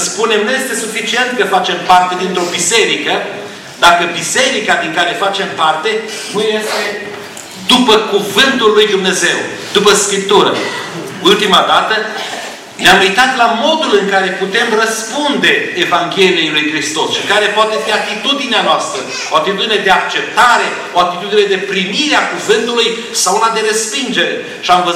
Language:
Romanian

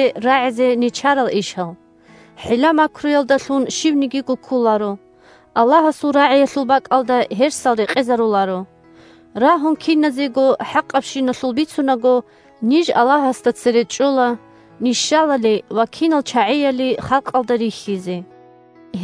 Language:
Avaric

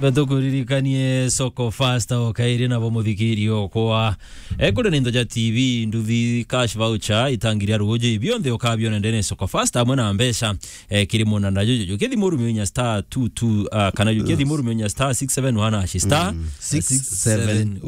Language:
Meru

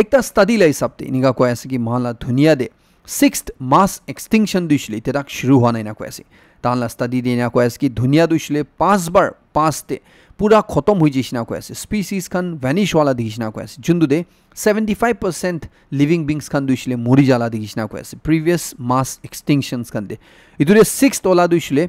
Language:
Naga Pidgin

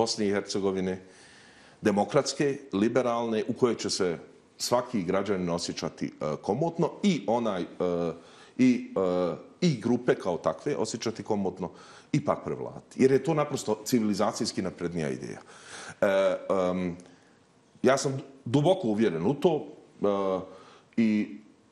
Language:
Bosnian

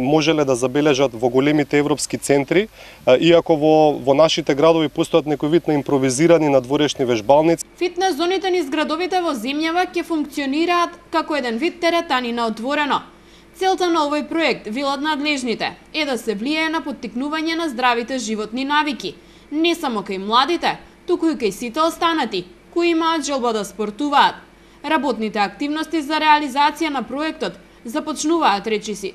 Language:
Macedonian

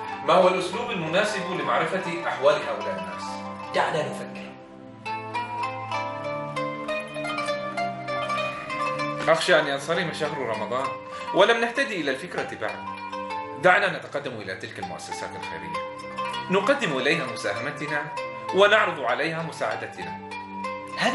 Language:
Arabic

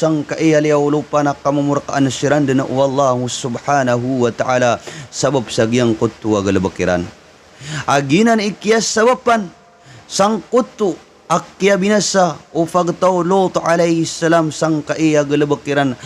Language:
Maranao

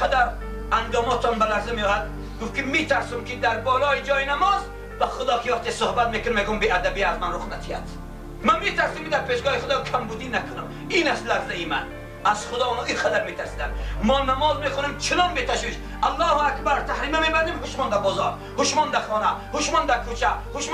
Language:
Tajik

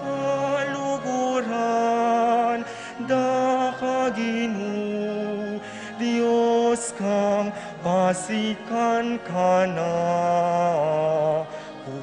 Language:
Pampanga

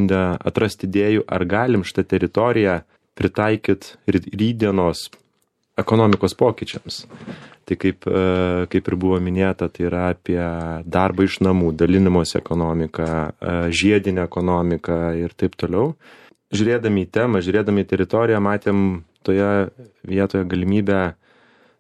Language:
Lithuanian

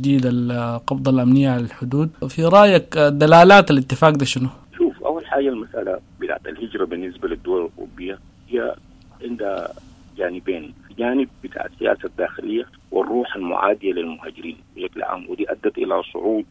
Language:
Sudanese Arabic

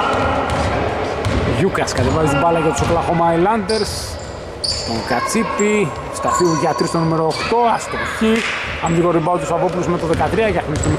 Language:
Greek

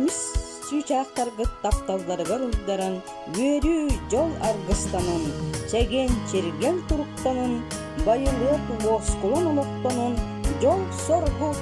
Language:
Yakut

